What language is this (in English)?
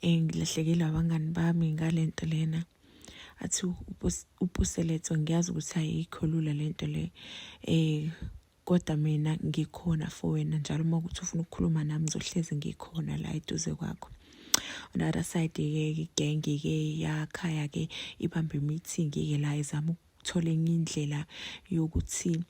Zulu